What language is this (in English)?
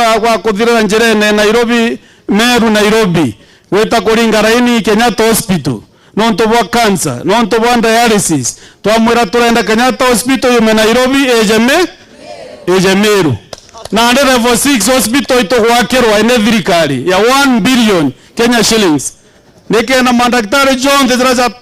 Meru